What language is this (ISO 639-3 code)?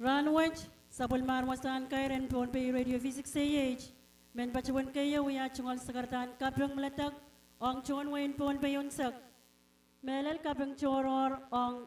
pon